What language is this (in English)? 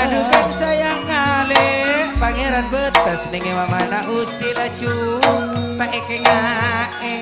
Madurese